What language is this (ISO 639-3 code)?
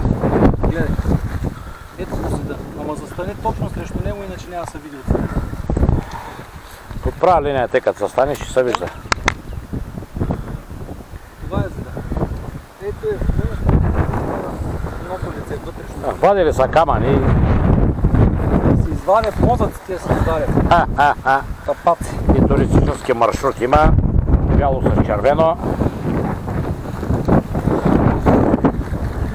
bul